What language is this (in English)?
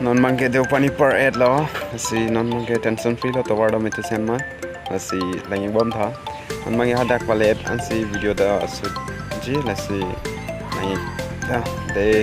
Karbi